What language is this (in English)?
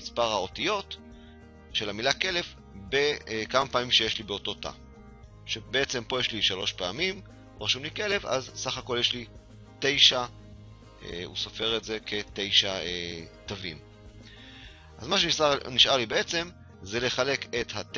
Hebrew